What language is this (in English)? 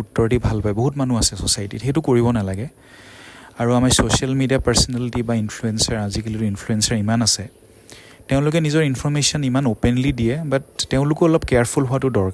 Assamese